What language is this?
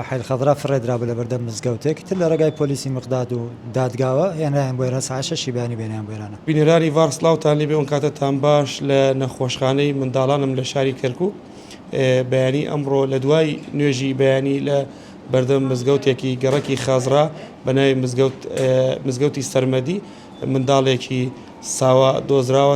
Central Kurdish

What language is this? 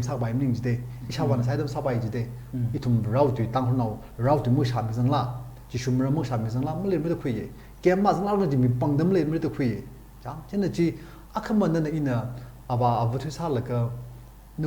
Tangkhul Naga (India)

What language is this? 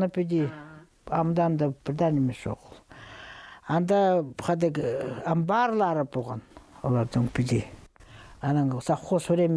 Khakas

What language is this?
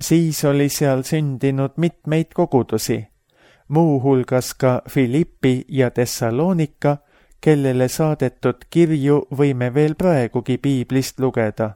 Estonian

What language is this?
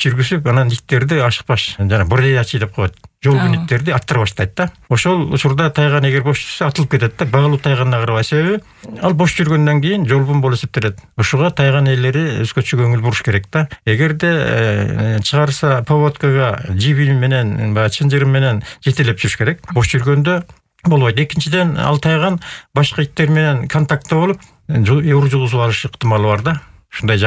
Kyrgyz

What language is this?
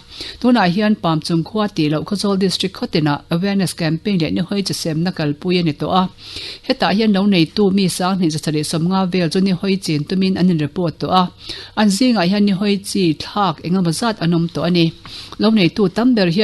Mizo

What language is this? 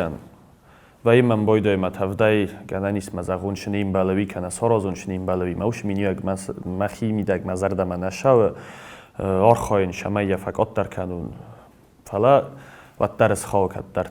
Ossetic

